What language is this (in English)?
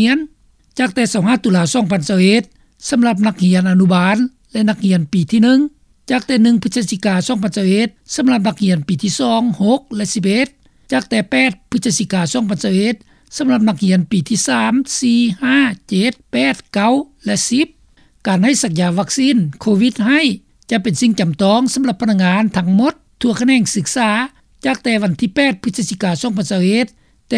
Lao